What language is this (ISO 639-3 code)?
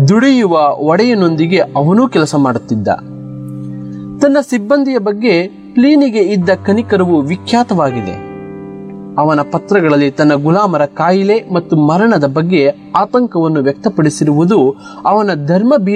kan